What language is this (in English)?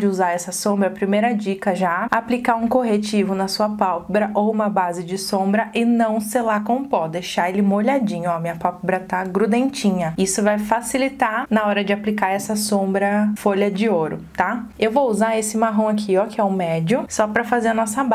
Portuguese